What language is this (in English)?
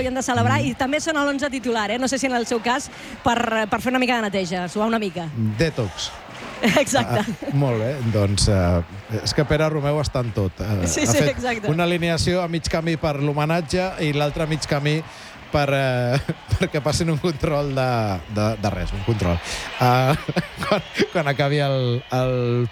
Catalan